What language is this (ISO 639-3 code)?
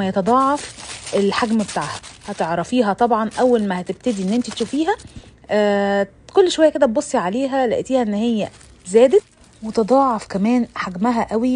arz